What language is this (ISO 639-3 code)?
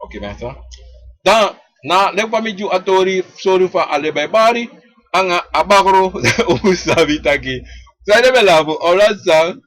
srn